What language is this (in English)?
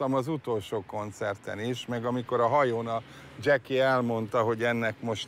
Hungarian